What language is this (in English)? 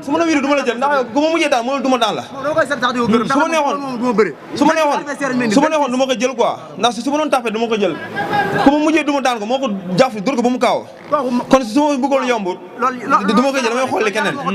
Wolof